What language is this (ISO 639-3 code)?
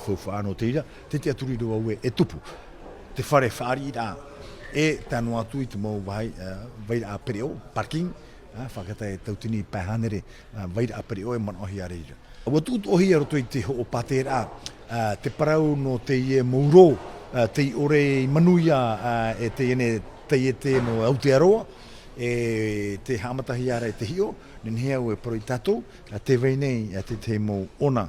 tah